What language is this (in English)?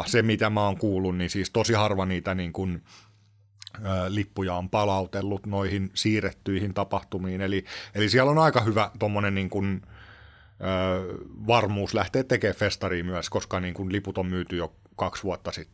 Finnish